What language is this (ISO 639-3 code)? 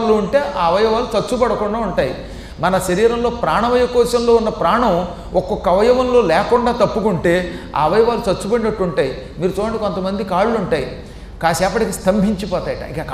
tel